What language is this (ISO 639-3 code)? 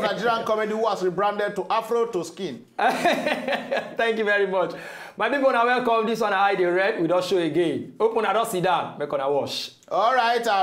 pcm